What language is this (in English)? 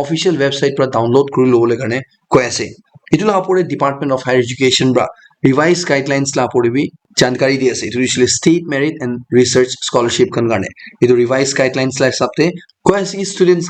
Naga Pidgin